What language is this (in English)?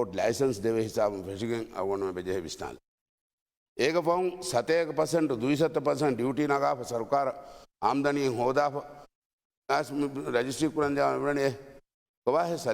Divehi